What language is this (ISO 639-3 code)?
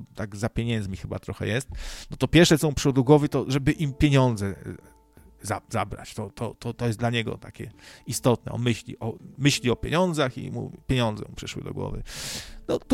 pol